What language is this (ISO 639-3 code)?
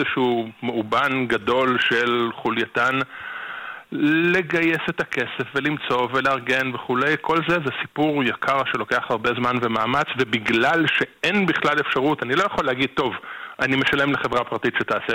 heb